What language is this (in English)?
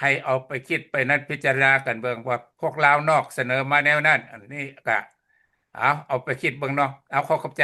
Lao